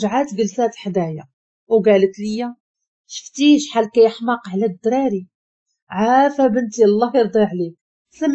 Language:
Moroccan Arabic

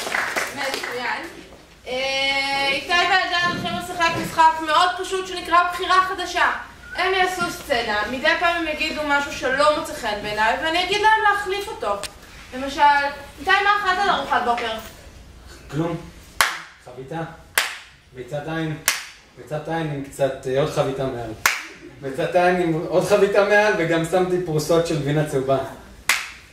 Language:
Hebrew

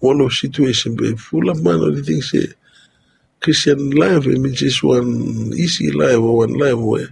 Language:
Bislama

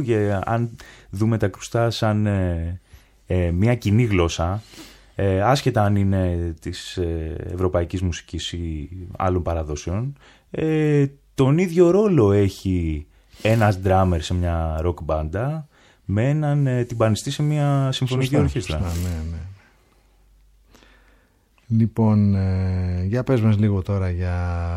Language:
Greek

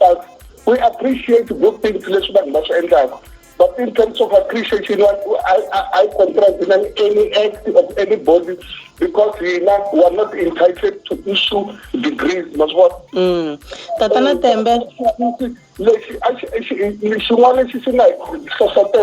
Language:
Tsonga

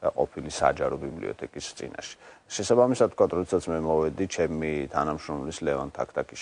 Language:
Georgian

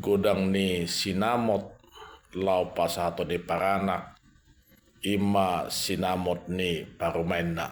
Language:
Batak Toba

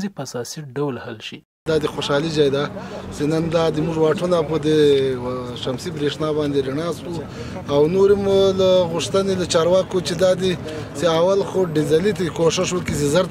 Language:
Pashto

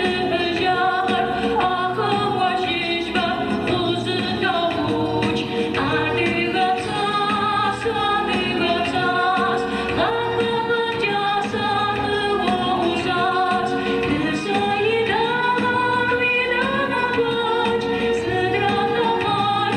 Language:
Adyghe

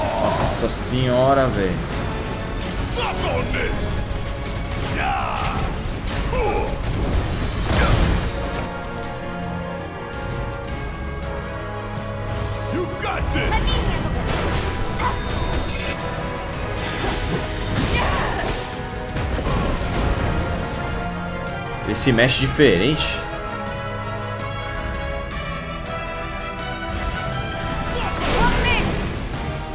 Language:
Portuguese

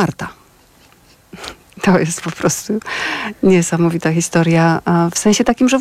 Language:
Polish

